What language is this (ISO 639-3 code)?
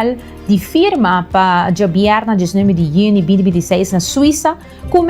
pap